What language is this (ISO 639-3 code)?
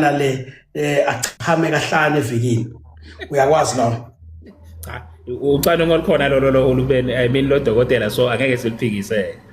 zul